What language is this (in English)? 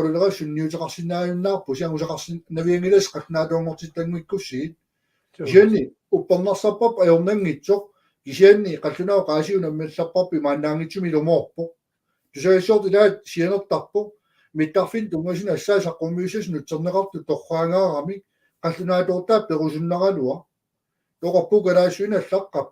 Kalaallisut